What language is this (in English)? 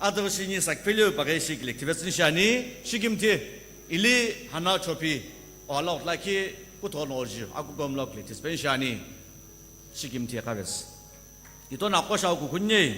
Sumi Naga